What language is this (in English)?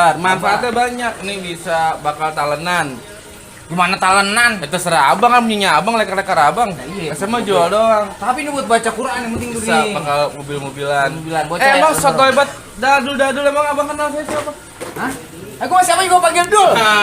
Betawi